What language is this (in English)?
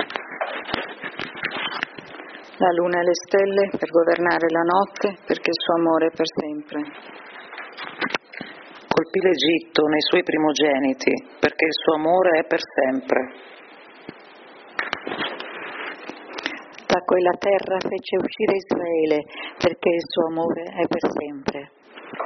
Italian